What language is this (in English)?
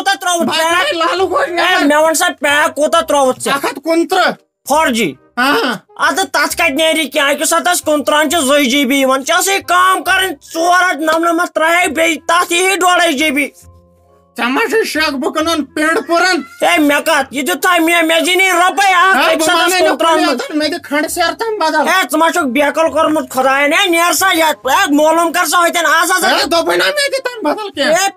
Kashmiri